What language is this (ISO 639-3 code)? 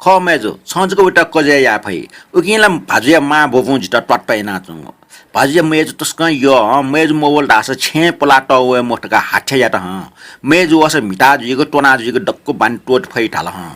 new